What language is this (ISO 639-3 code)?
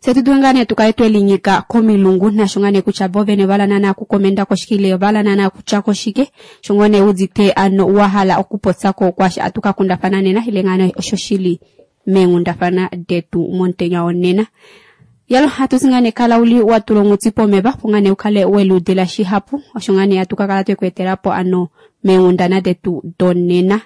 kua